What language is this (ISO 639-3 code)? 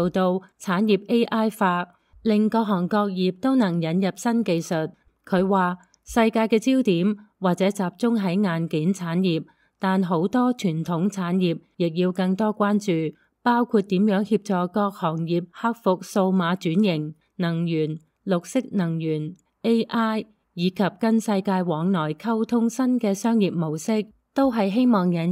yue